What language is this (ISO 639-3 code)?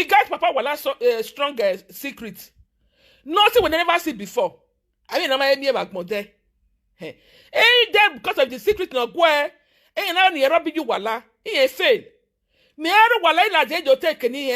pcm